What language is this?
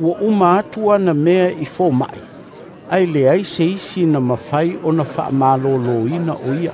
Samoan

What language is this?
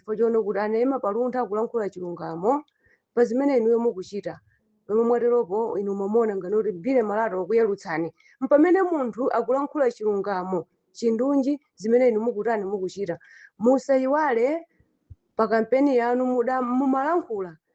Nyanja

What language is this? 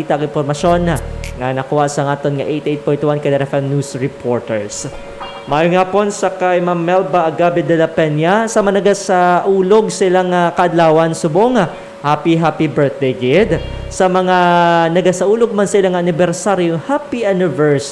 Hiligaynon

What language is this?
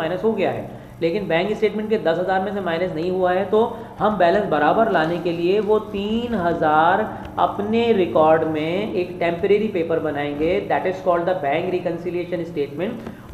Hindi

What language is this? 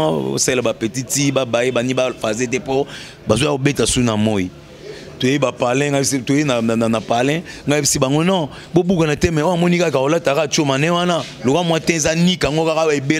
Lingala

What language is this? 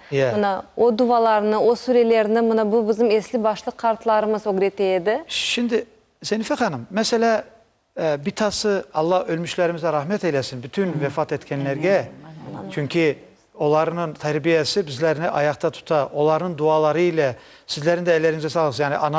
Crimean Tatar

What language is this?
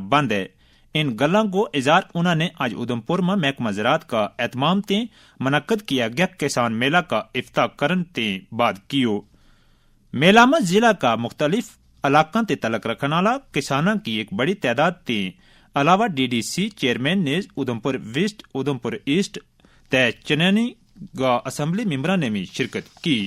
Gujari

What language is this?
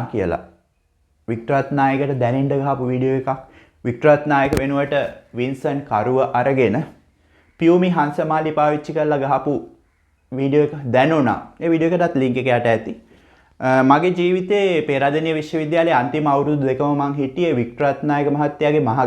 Sinhala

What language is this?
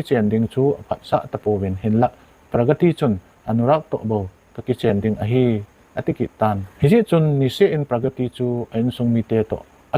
Thado Chin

